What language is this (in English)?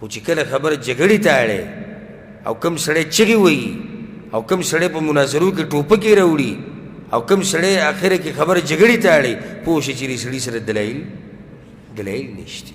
Pashto